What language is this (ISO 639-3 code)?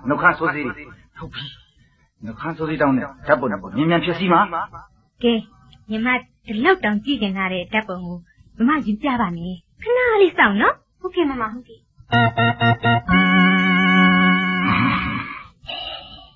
mya